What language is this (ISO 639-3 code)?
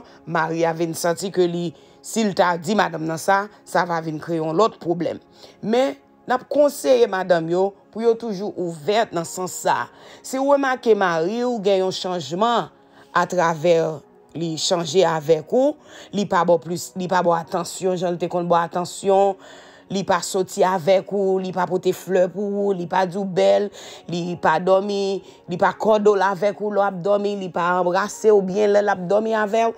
hat